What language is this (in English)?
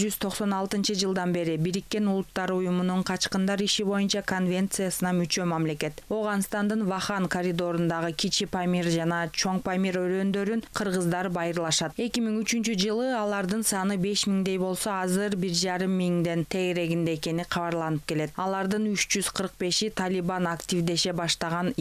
Kyrgyz